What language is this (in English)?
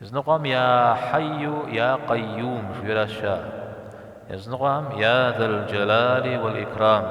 Kabardian